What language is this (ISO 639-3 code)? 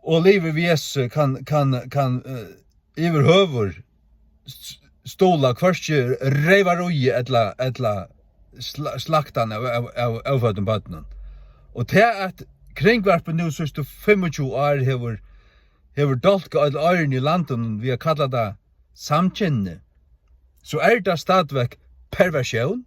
fao